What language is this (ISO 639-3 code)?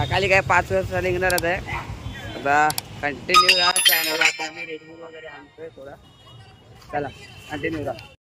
mar